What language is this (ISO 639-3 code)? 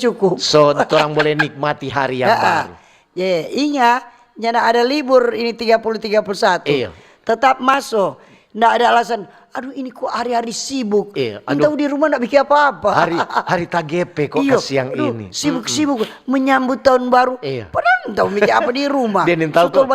xmm